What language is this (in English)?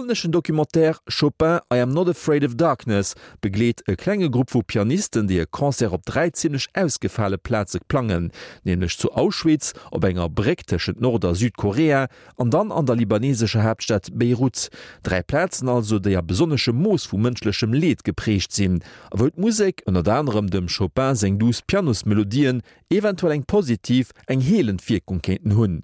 Luxembourgish